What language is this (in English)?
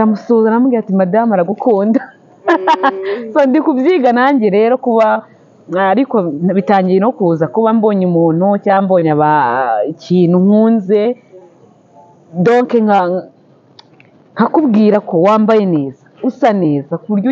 Kinyarwanda